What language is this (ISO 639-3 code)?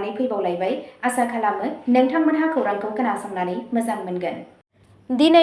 brx